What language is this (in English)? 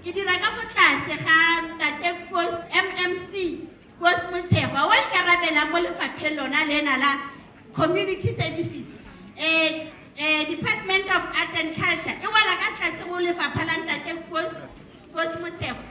Tswana